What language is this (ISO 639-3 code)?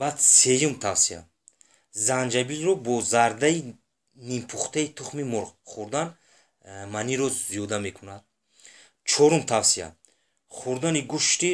tgk